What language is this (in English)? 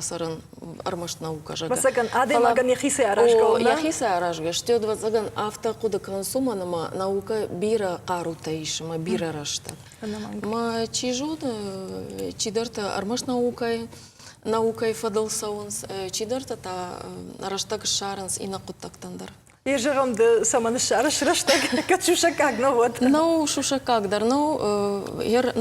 Ossetic